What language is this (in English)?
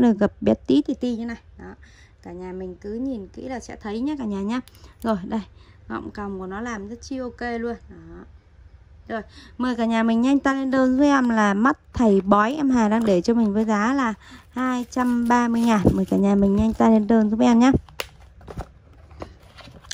Vietnamese